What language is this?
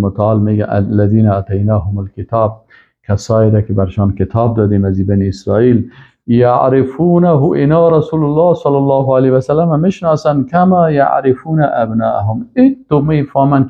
Persian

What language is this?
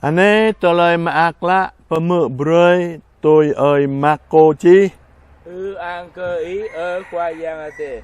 Jarai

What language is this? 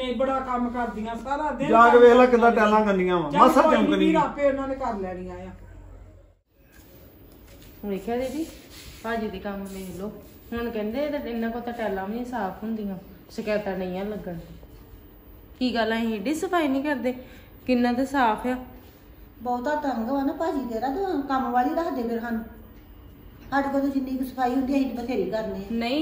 Punjabi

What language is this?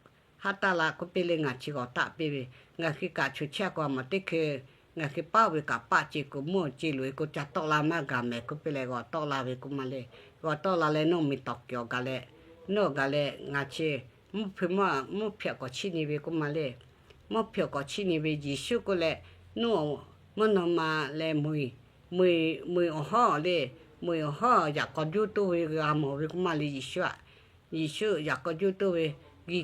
Lahu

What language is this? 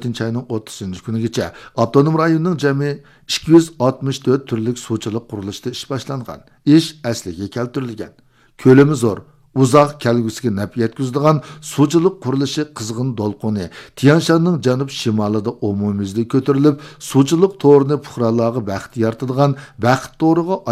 Uyghur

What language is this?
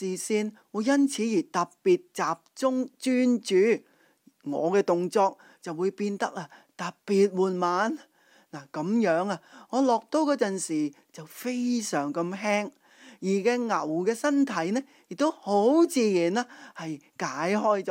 Cantonese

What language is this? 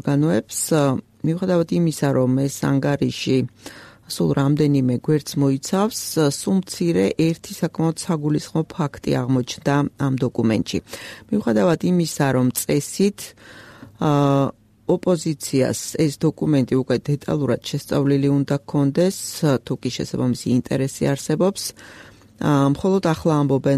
Georgian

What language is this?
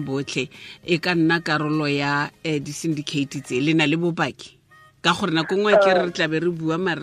Tswana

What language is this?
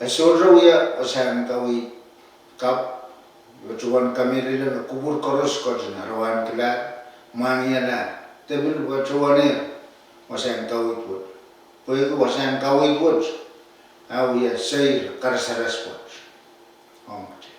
Pohnpeian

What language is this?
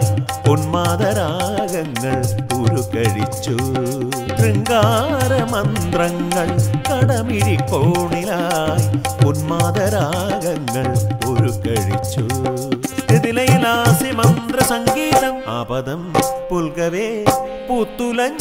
Malayalam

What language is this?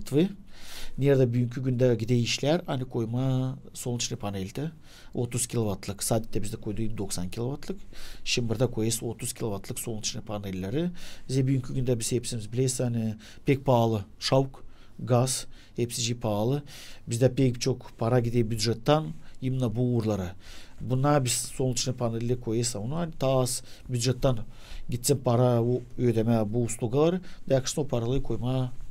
Gagauz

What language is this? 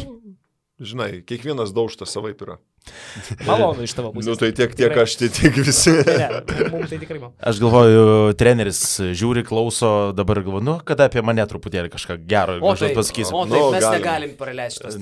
Lithuanian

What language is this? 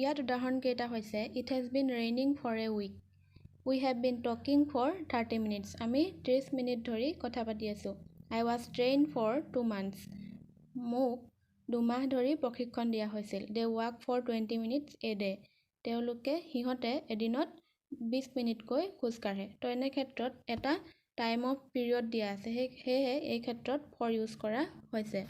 Assamese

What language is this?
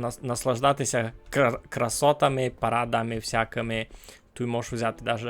Rusyn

